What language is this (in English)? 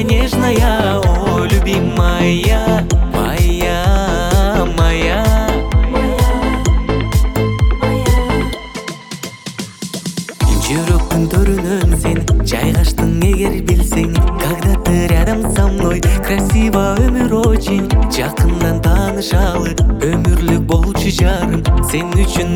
Kyrgyz